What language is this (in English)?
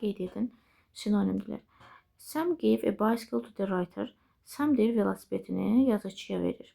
Azerbaijani